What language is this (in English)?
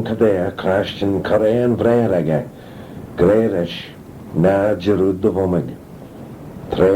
Manx